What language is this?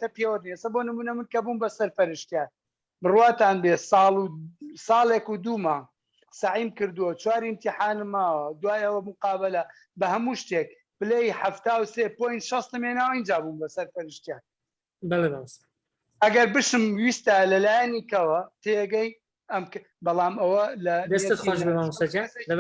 Central Kurdish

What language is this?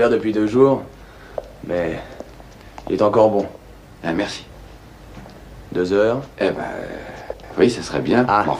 French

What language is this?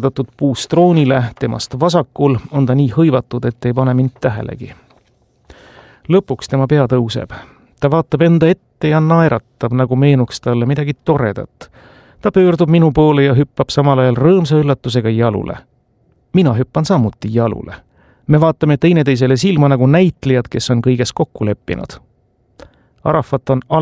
Estonian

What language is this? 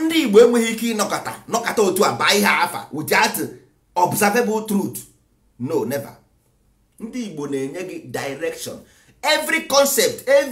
Igbo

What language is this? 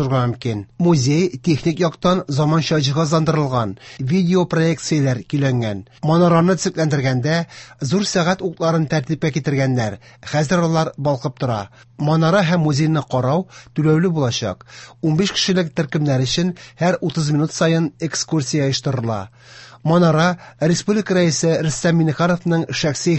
Tatar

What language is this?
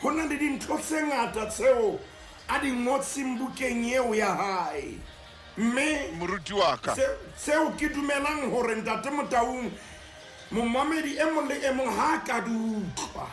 Southern Sotho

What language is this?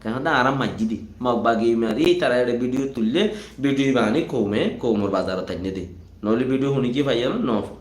Rohingya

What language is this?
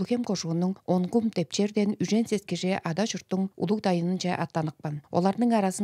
Tuvinian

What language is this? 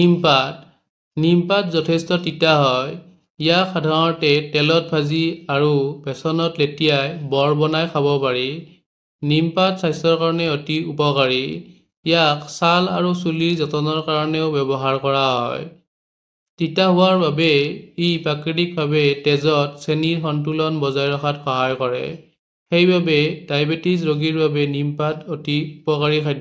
Assamese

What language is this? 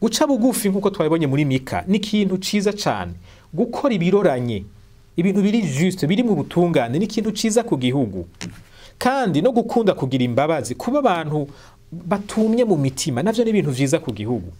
Rundi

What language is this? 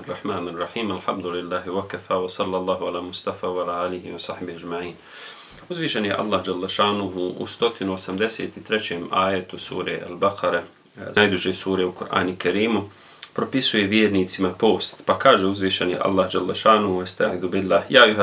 Bosnian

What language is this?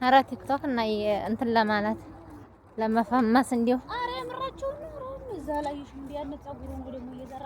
Amharic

